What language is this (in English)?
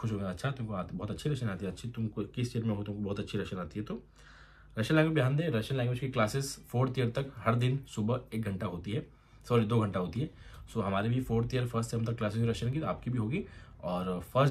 Hindi